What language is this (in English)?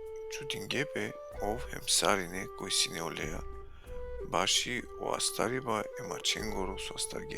Balkan Romani